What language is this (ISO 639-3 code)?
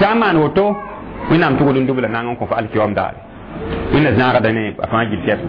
mos